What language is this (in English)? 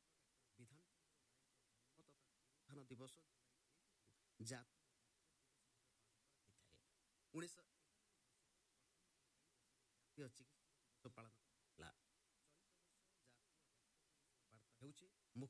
Odia